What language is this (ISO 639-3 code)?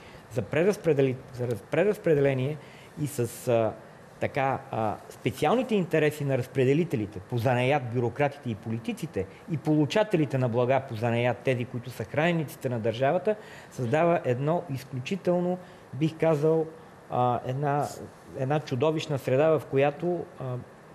bul